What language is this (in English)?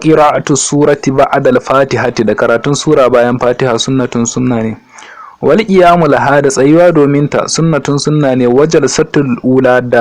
Hausa